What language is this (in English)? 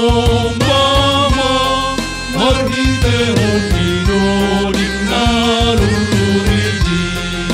Batak Simalungun